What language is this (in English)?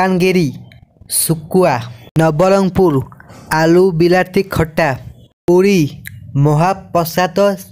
Odia